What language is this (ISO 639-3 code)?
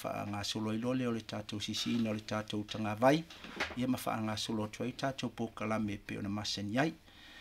smo